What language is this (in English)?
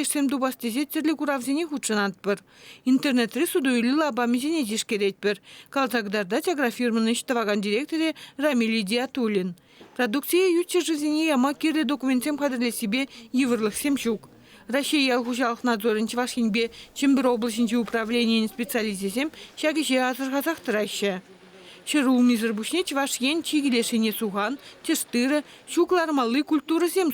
Chuvash